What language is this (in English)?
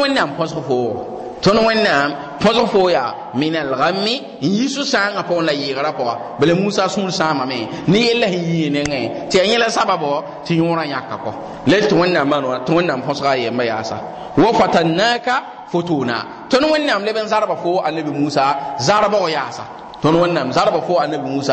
Mossi